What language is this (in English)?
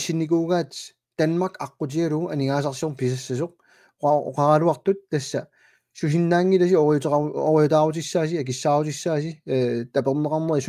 Kalaallisut